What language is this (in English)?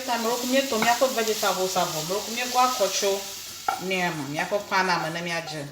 Ewe